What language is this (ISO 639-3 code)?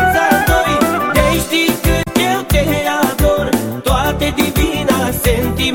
ron